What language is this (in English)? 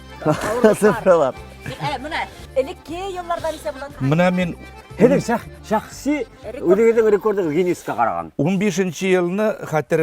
Bashkir